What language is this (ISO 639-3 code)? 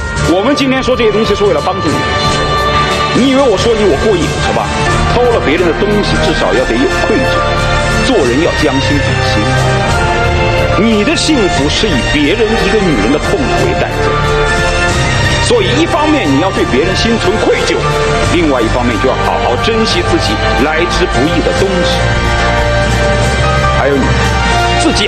zho